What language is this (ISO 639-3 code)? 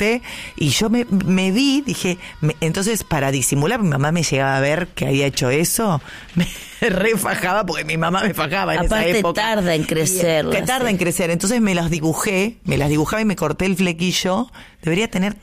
spa